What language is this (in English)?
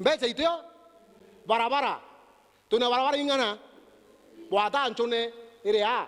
Meru